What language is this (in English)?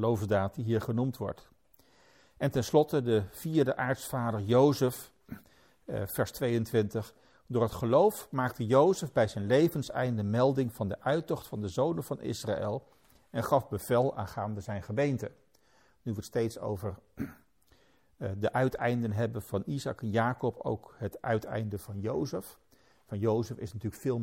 Dutch